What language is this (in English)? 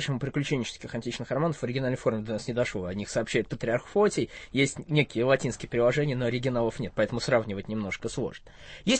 Russian